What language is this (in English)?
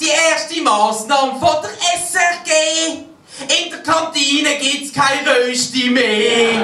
Swiss German